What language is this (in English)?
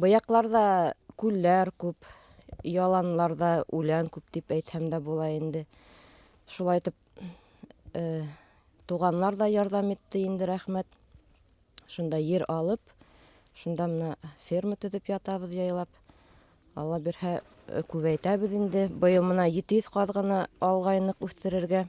Bashkir